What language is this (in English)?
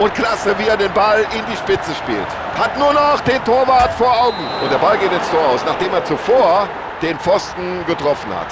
Bavarian